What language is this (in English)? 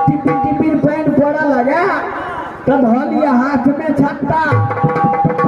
Maithili